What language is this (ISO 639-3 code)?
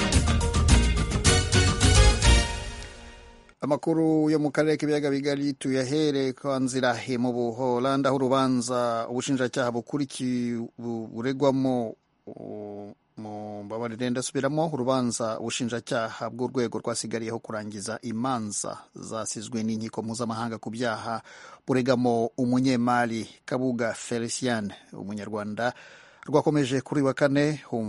kin